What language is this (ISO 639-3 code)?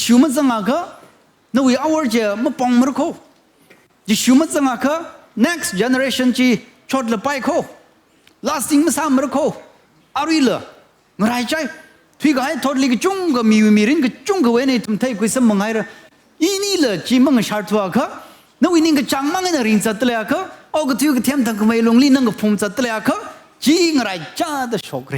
nmf